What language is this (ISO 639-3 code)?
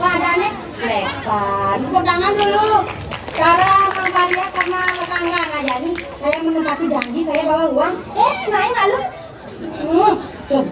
ban